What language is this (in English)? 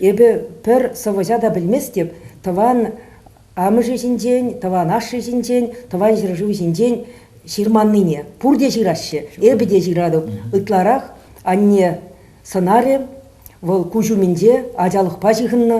Chuvash